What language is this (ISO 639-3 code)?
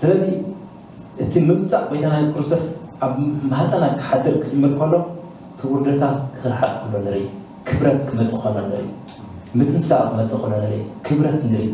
tir